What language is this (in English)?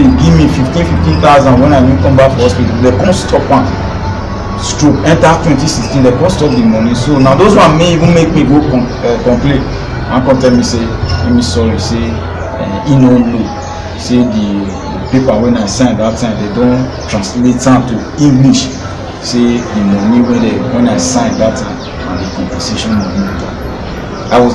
Nigerian Pidgin